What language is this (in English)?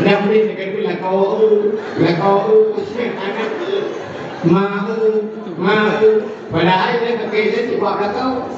Achinese